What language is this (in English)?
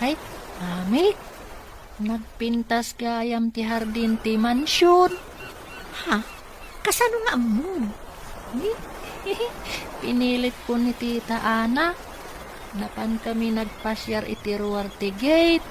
Iloko